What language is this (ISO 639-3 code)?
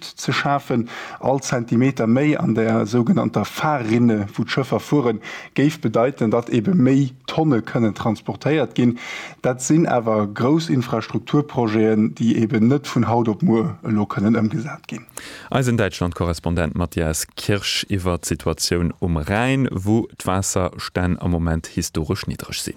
ltz